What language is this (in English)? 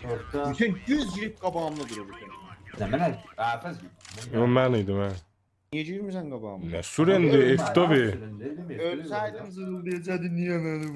South Azerbaijani